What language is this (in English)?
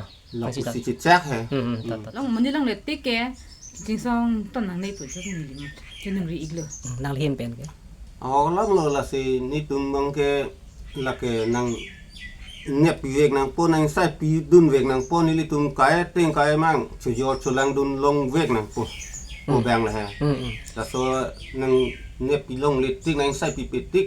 Karbi